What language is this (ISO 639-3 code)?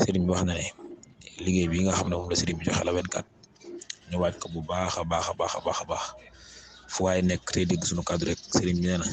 wol